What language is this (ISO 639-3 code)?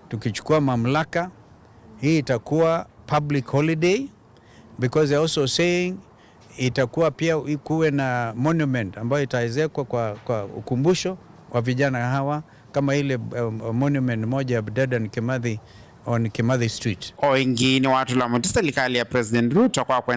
kam